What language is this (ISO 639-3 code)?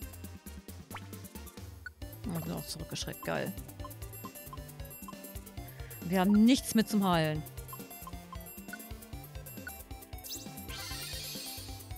deu